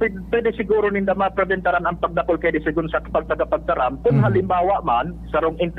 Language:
Bikol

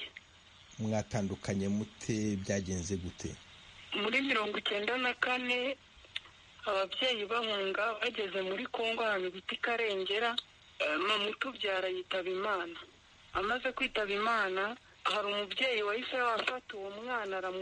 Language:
Kinyarwanda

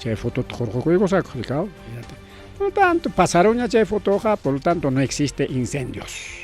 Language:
Ayacucho Quechua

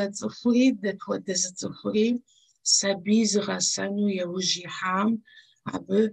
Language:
Kabardian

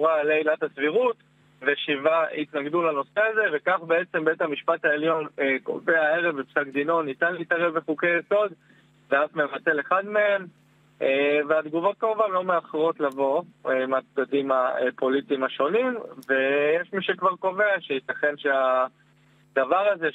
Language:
Hebrew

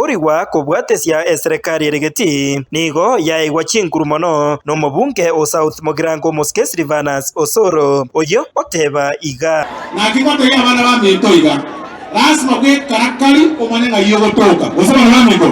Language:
Gusii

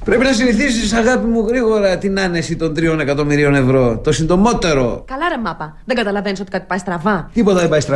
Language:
Greek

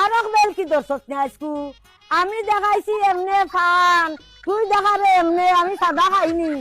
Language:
Sylheti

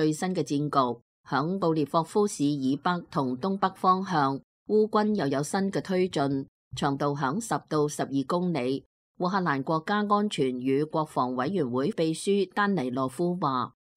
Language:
Cantonese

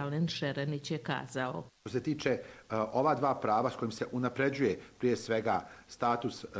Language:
Bosnian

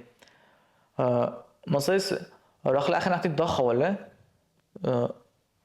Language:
Dargwa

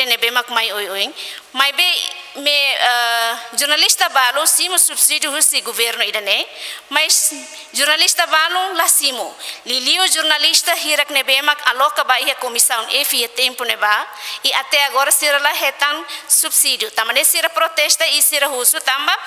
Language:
Tetum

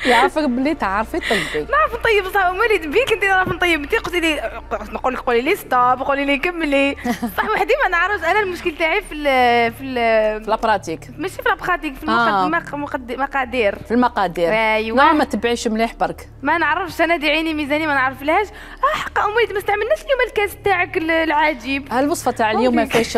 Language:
Algerian Arabic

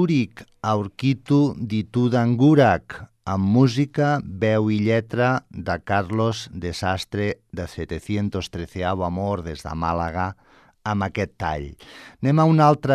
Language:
Catalan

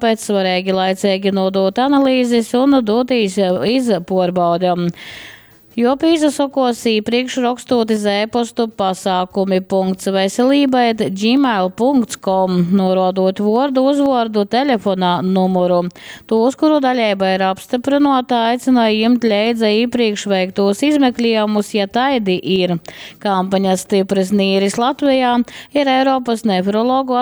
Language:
Latgalian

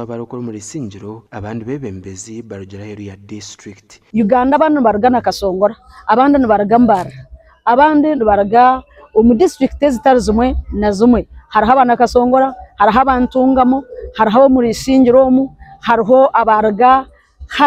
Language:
Nyankole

